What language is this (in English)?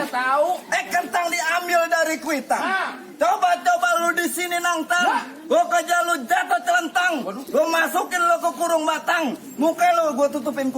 Betawi